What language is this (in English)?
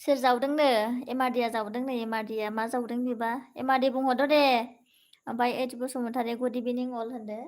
Bodo